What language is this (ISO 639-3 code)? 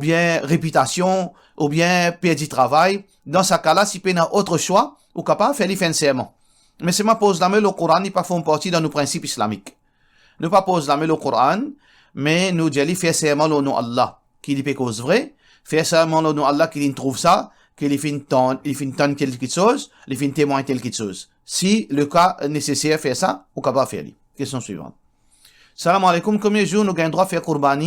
mfe